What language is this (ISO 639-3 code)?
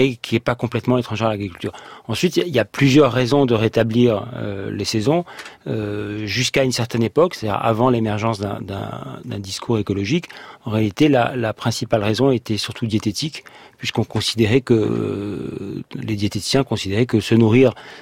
fra